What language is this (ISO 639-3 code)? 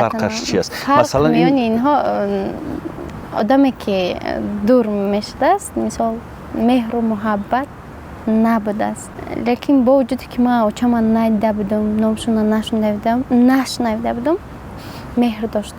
tgk